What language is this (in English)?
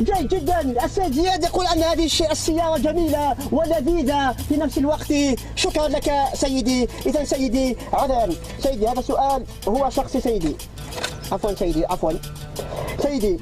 Algerian Arabic